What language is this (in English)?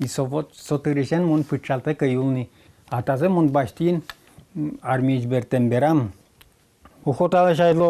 Udmurt